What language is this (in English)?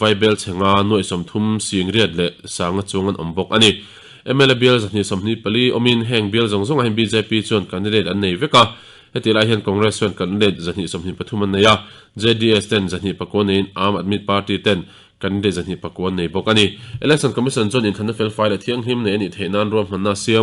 Mizo